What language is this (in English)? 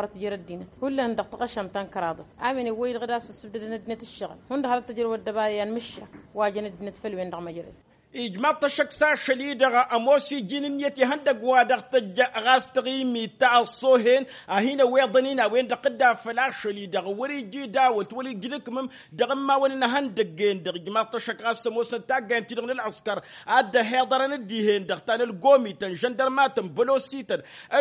Tamasheq